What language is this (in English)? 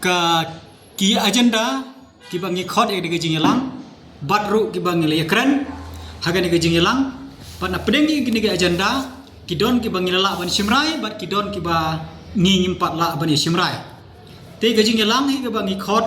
Khasi